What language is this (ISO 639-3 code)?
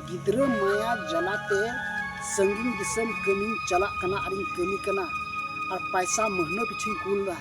sat